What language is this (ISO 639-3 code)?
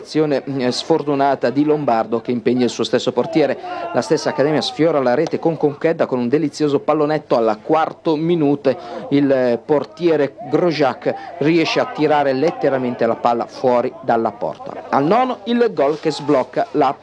ita